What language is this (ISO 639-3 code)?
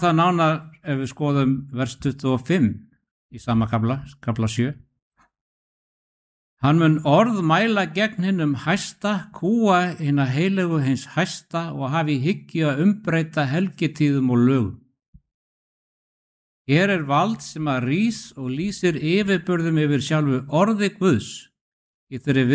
isl